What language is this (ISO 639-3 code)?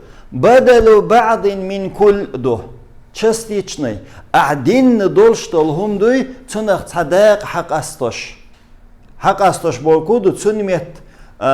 che